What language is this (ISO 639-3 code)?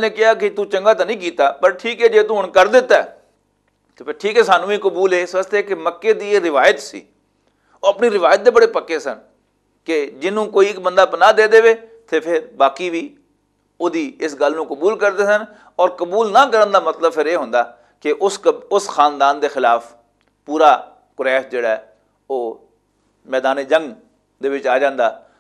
lah